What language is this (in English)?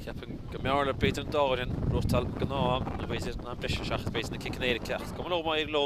Irish